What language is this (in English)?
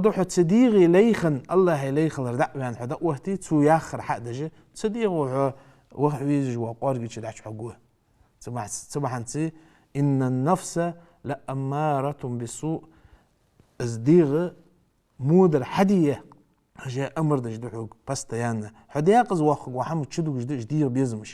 Ingush